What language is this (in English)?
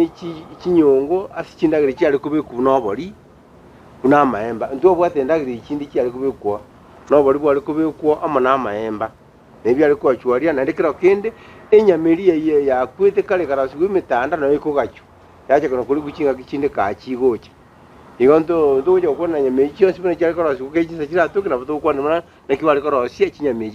Gusii